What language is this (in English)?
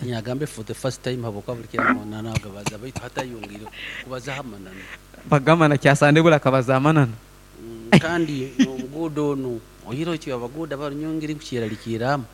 Nyoro